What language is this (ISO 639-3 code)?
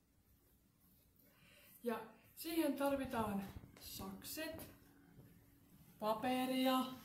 fin